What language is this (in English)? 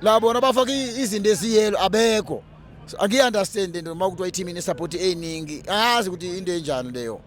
Zulu